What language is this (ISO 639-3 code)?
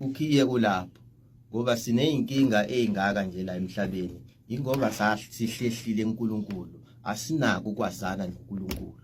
zul